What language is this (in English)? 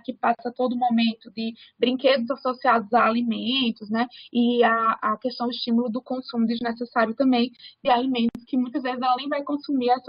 Portuguese